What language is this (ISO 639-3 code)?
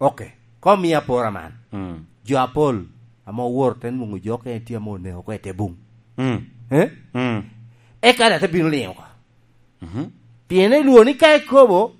laj